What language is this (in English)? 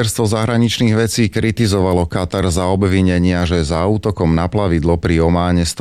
Slovak